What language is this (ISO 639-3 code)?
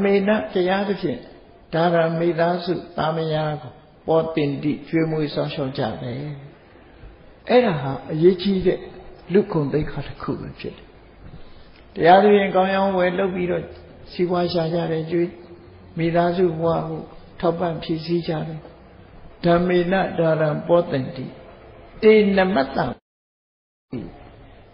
mya